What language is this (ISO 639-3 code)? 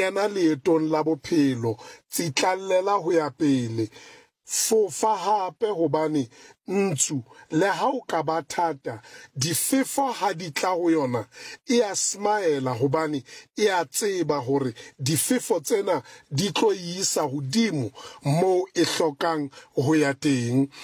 sot